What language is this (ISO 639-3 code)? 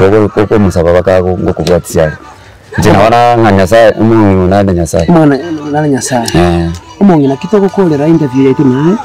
guz